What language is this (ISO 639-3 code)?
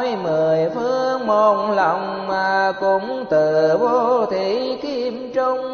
vie